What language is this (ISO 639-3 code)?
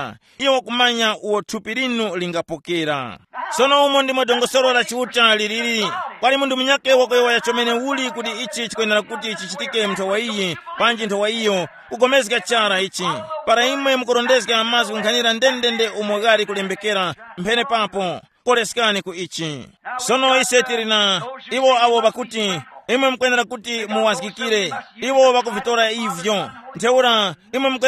tum